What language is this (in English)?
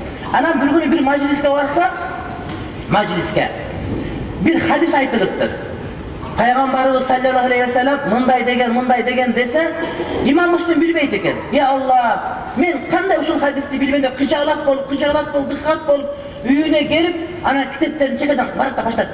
Kyrgyz